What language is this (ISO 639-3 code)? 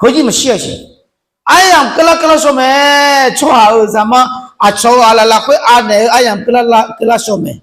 ahk